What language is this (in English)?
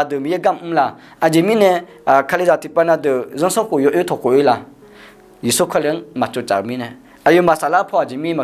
Akha